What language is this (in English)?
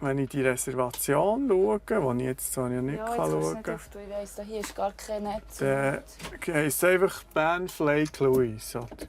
Swiss German